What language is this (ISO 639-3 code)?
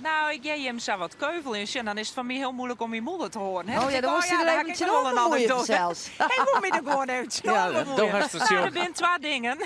fry